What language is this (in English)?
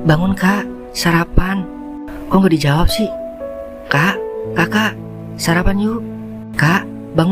Betawi